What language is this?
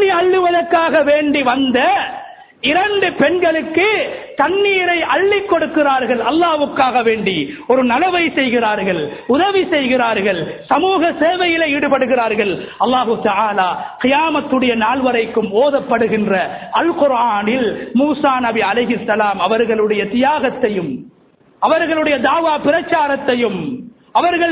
Tamil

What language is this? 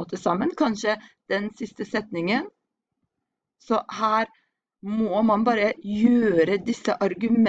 Norwegian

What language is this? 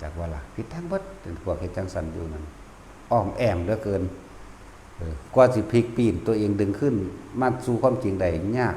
Northeastern Thai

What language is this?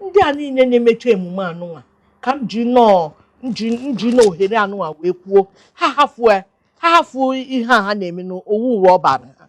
Igbo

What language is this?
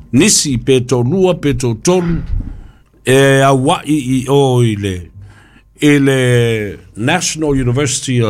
Samoan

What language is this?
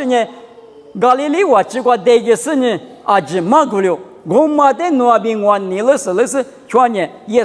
Lisu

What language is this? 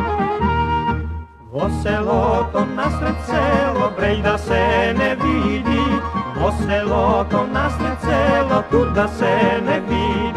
Macedonian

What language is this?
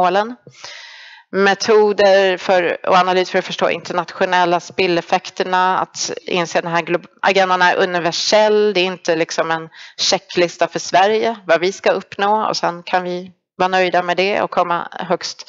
Swedish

